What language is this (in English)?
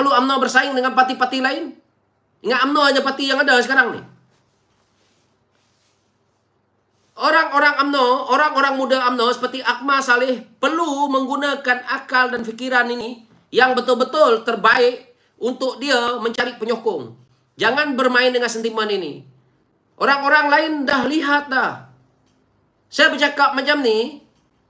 Malay